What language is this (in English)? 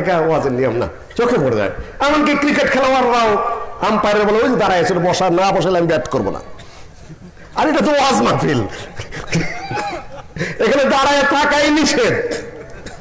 Bangla